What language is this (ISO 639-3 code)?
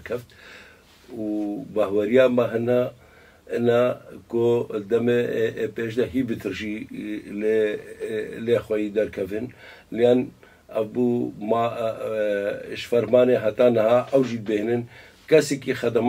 kur